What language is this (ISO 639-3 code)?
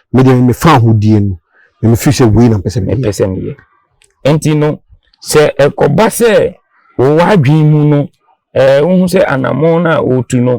aka